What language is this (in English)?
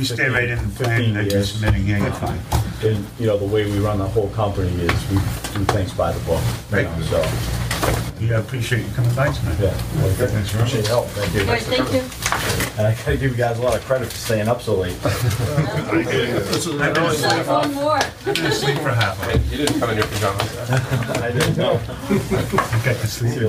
English